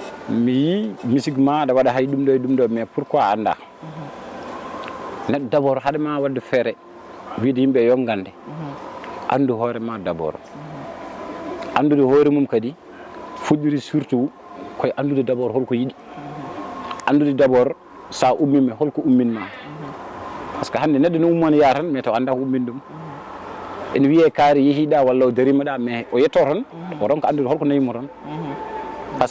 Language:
Fula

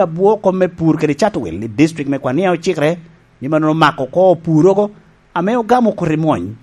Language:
Lango (Uganda)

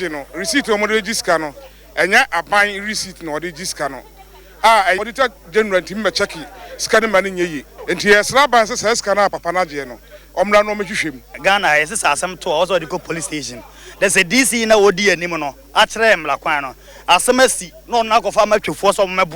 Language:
Akan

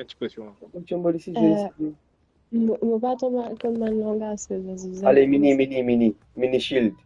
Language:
Morisyen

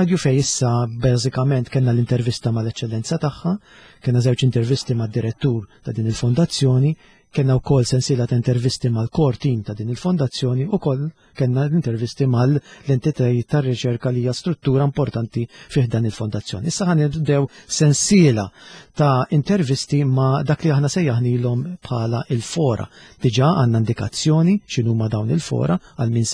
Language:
Maltese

